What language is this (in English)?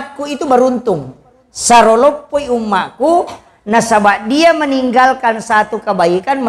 Buginese